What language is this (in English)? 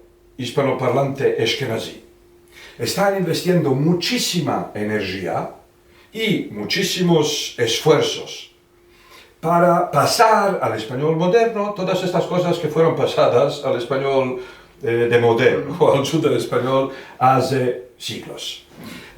Ladino